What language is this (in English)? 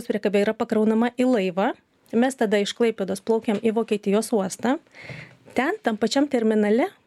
Lithuanian